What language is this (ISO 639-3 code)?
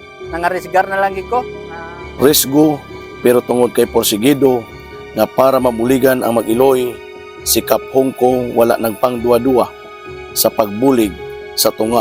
hil